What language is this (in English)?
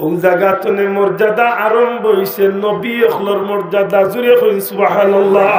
Sylheti